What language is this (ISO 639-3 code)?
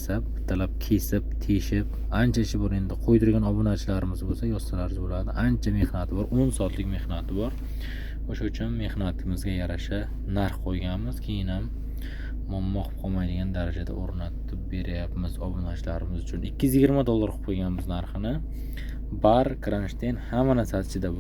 uzb